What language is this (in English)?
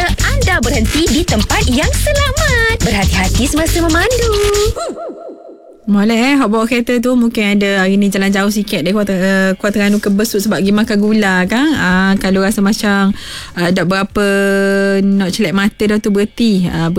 Malay